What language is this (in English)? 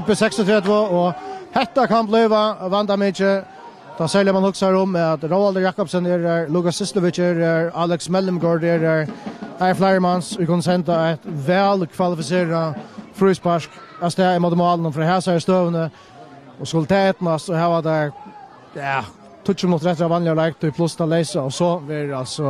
Faroese